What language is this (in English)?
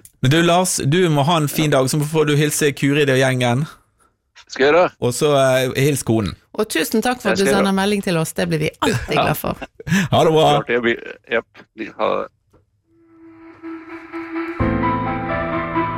Norwegian